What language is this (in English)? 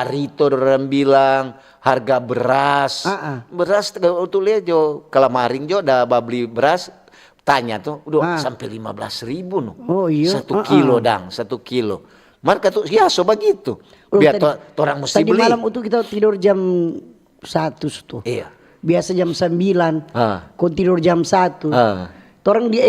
Manado Malay